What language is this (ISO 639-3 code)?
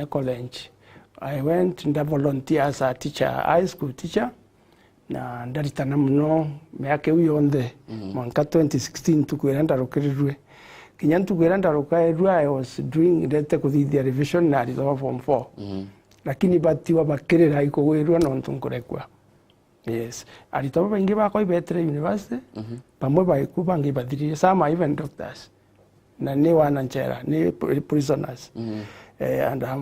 mer